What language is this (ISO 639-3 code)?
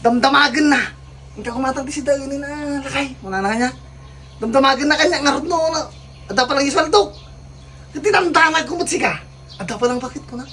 ilo